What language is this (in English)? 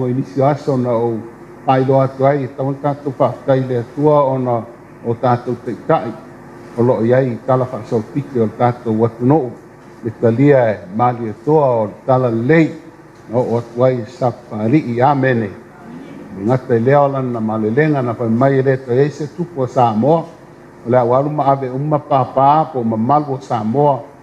Samoan